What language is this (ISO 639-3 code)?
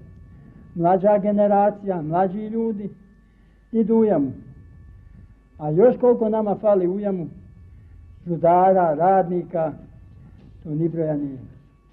bos